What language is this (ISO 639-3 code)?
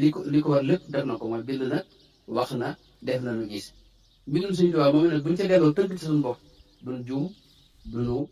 wol